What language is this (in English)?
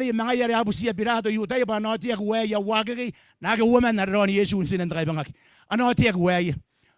Gilbertese